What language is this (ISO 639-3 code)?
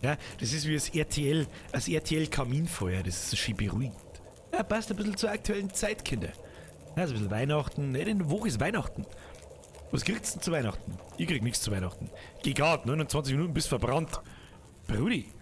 bar